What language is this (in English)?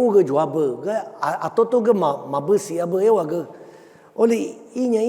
Lisu